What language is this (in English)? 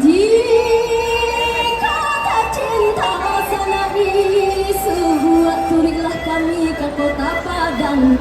Minangkabau